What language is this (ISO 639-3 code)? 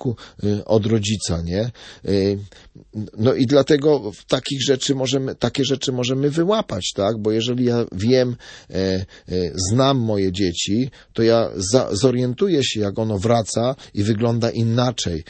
pol